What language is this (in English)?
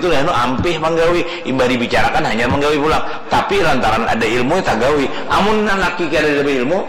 Banjar